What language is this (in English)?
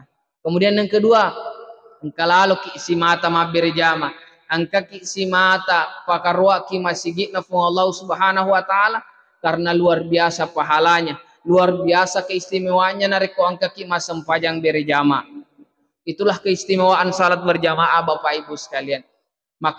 Buginese